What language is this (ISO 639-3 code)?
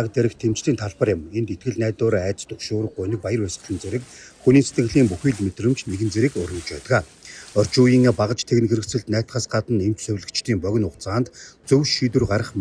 mon